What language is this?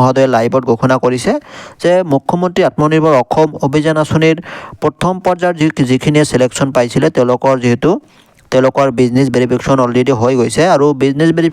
Assamese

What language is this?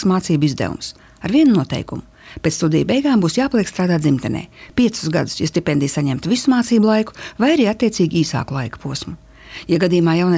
Latvian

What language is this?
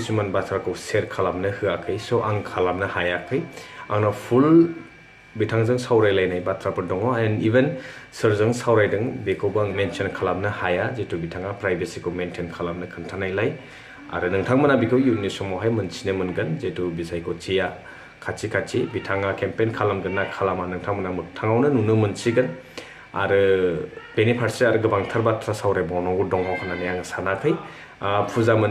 Bodo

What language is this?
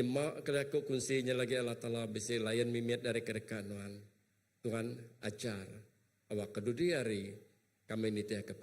Iban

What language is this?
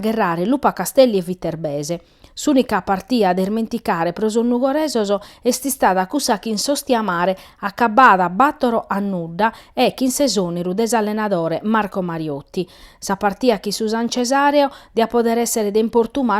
Sardinian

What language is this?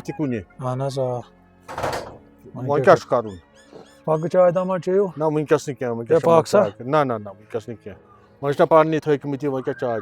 Kashmiri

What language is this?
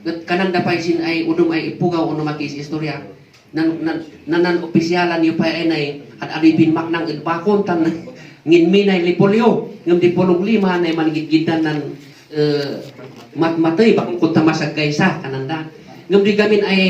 Kankanaey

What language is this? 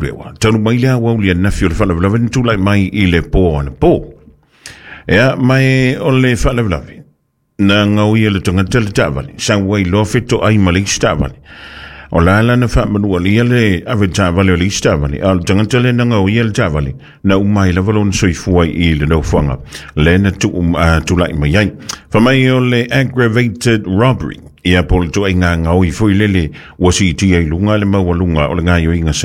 Samoan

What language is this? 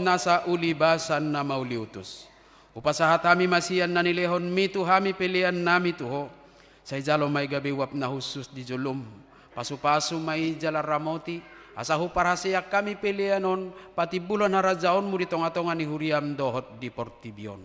Batak Toba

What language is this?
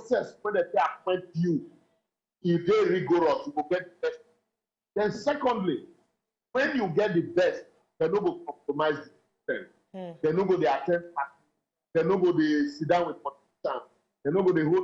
Nigerian Pidgin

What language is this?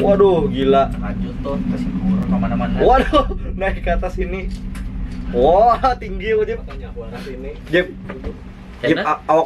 Banjar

